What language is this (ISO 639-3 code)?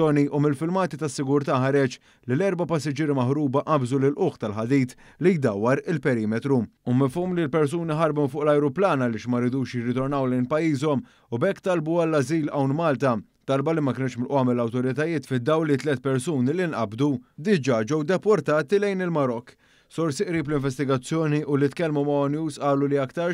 mlt